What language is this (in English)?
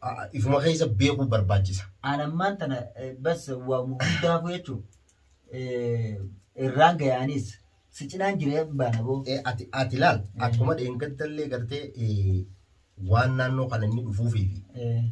Oromo